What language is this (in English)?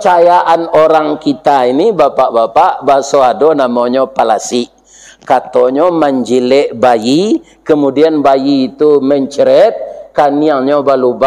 Minangkabau